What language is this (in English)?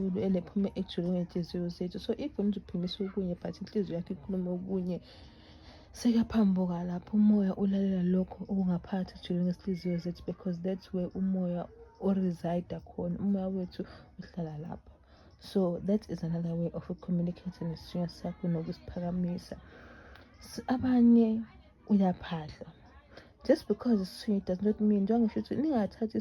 Zulu